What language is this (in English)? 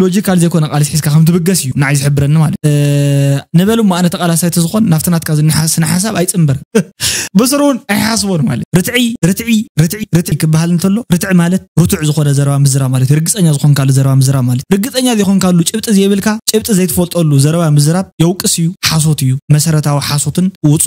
Tigrinya